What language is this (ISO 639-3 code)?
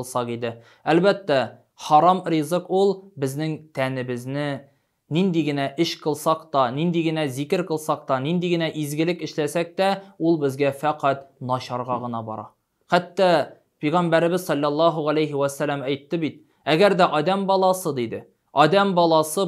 tat